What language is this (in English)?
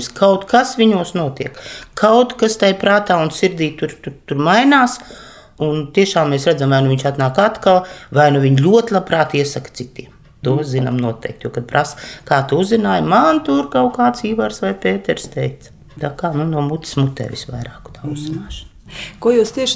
Latvian